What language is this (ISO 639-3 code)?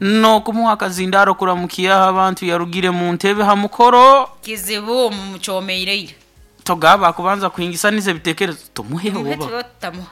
nyo